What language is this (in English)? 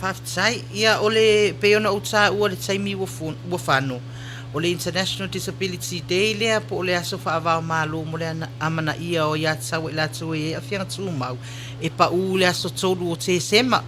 Samoan